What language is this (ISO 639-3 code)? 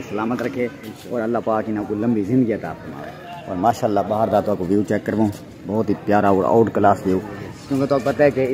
skr